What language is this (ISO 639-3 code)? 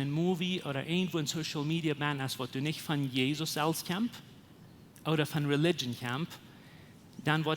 pdt